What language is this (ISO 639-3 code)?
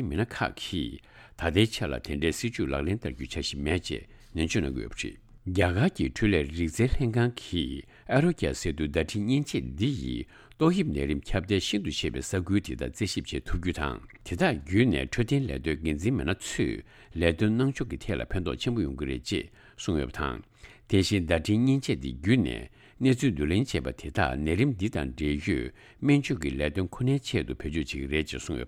bod